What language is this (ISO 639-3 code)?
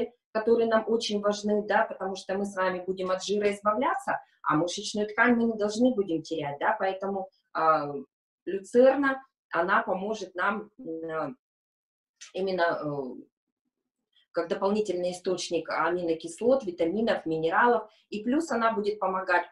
rus